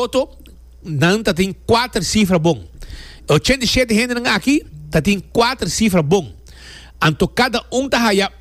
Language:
Papiamento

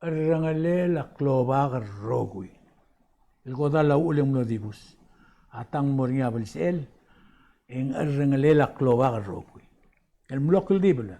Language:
Palauan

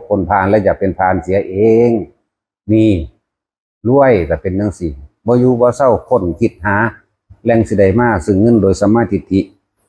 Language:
Northeastern Thai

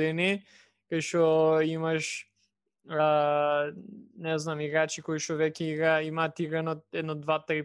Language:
Macedonian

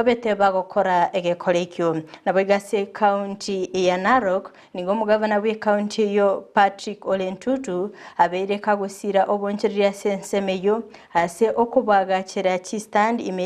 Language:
Gusii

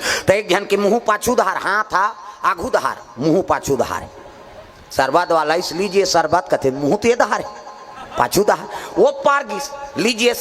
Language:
Chhattisgarhi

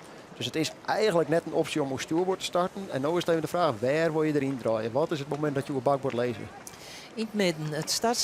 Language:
Western Frisian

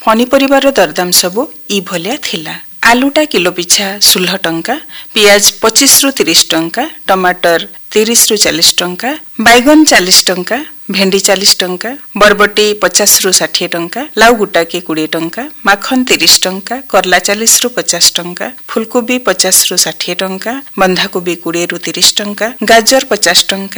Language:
Odia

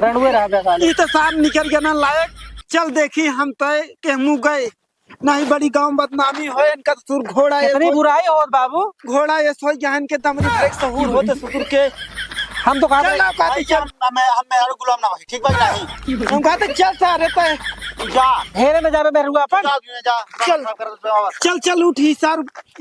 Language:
Awadhi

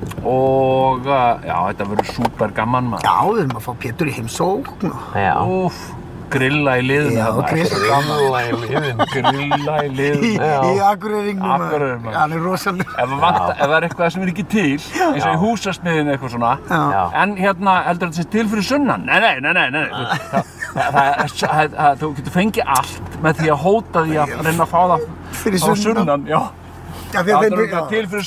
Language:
Icelandic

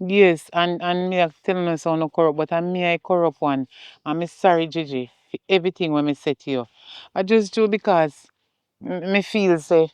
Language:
Jamaican Creole English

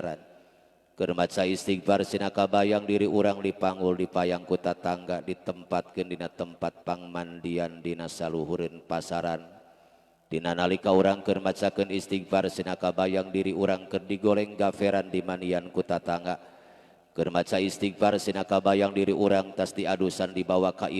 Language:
Sundanese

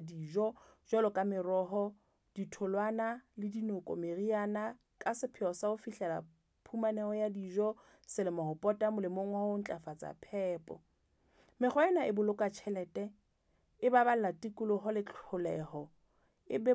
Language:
Southern Sotho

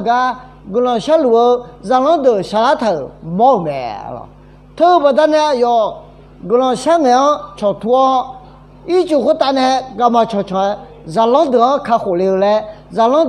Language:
Akha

